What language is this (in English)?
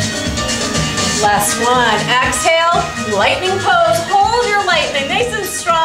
English